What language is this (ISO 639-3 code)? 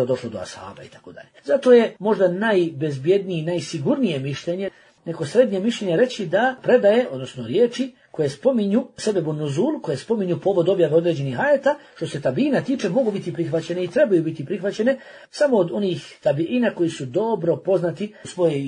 bos